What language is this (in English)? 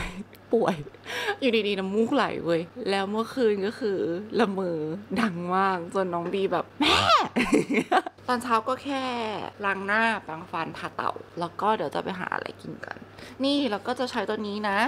Thai